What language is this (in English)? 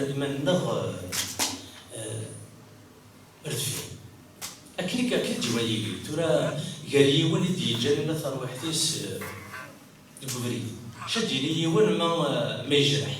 Kabyle